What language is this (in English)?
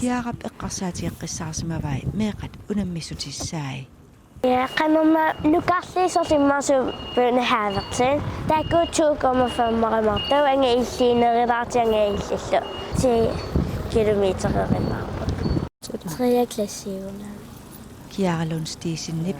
Kalaallisut